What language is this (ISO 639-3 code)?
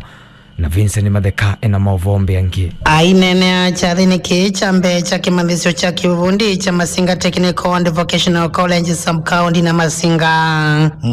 kam